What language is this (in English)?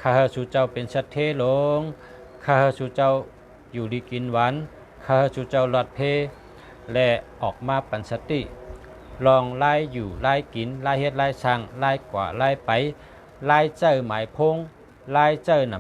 Shan